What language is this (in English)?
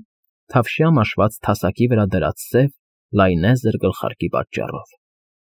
Armenian